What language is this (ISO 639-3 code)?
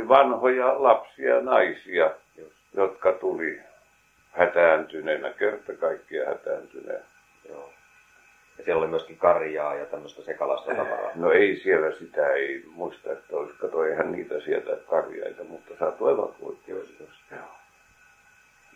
fin